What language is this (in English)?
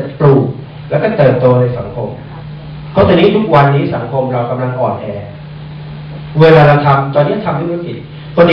Thai